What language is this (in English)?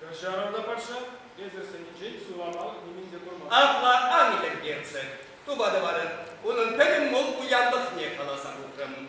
Chuvash